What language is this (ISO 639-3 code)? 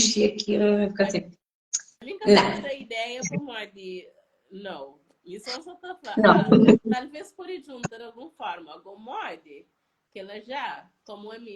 kea